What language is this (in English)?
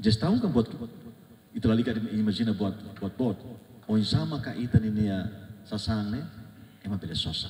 Tetum